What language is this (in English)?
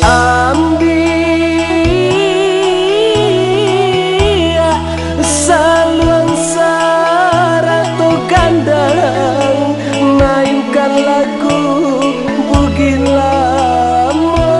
Minangkabau